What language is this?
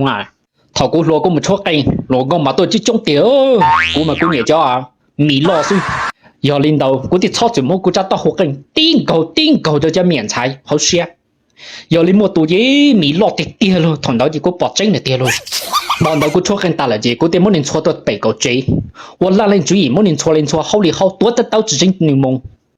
Hmong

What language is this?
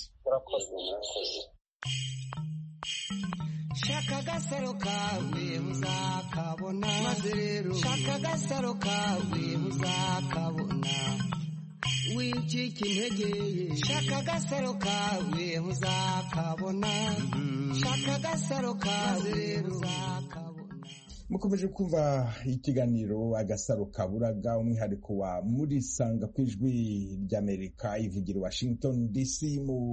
Kinyarwanda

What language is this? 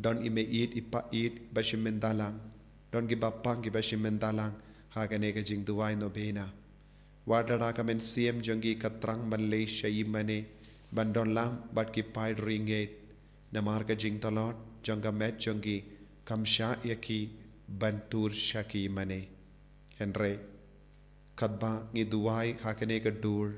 Khasi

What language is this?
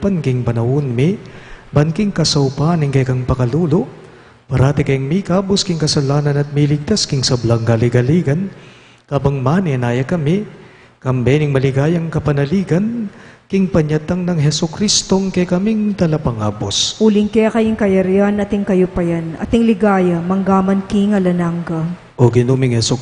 Pampanga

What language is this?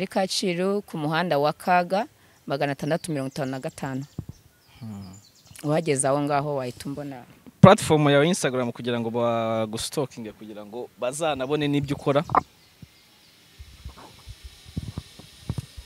Kinyarwanda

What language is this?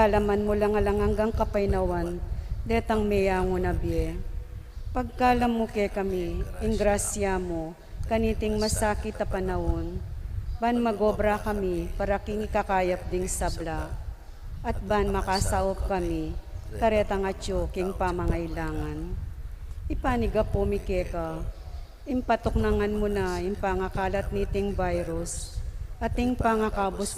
Pampanga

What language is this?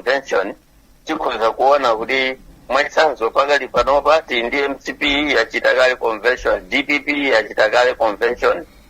Nyanja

